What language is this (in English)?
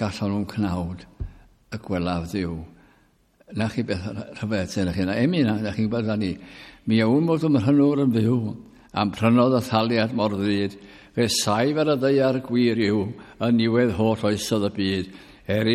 Welsh